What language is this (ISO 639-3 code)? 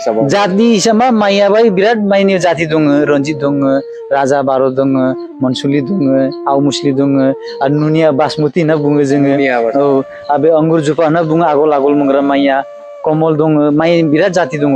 brx